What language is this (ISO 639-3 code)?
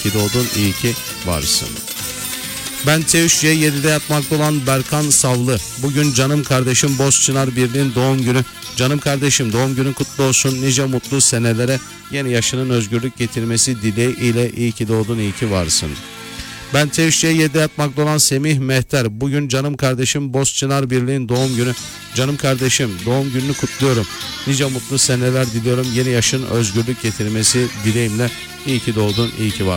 tur